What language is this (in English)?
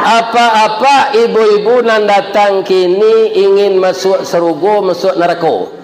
Minangkabau